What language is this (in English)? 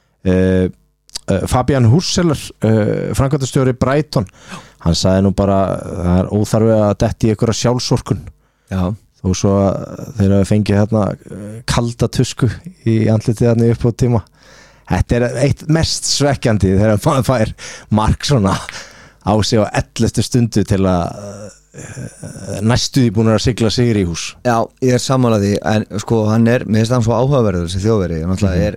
Icelandic